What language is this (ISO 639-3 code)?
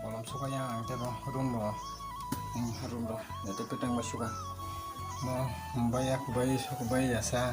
trp